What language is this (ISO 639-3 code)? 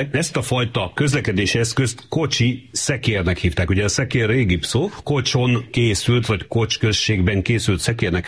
hun